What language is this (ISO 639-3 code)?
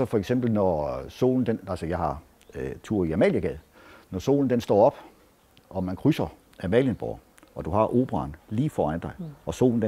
dan